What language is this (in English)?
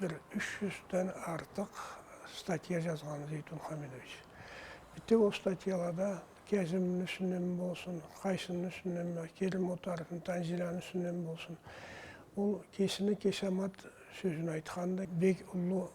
Karachay-Balkar